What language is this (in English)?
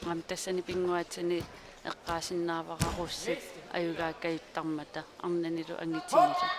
Kalaallisut